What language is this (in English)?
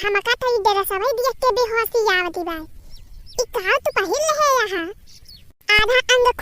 Awadhi